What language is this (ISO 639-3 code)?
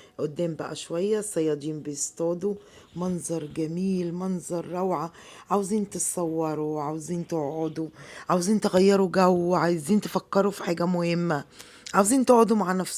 arz